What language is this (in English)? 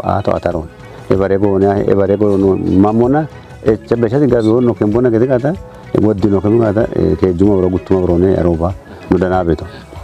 Kafa